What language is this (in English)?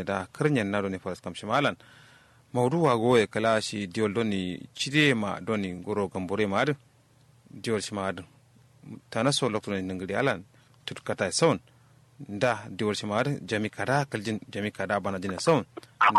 Kanuri